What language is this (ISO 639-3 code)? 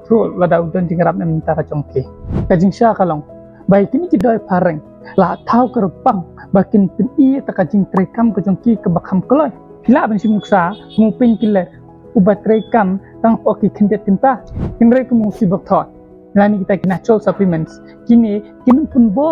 kha